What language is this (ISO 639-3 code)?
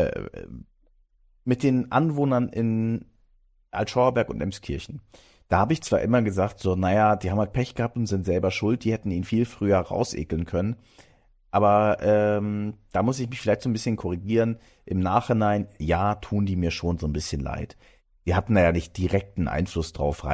deu